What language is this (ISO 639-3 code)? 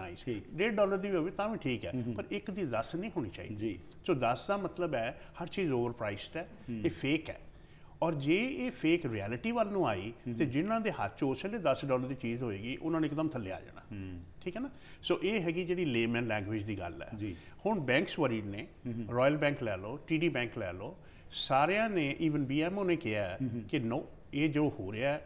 pan